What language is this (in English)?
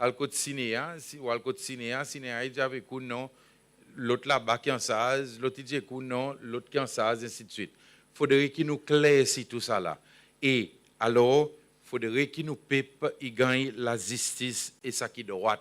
Seselwa Creole French